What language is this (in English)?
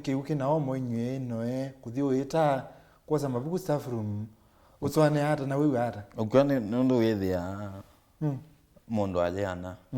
Kamba